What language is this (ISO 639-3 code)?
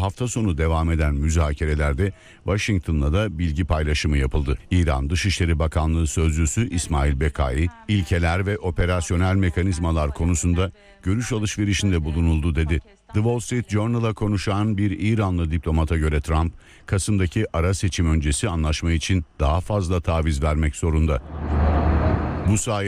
tur